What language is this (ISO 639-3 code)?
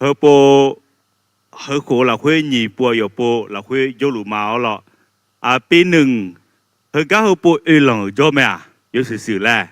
ahk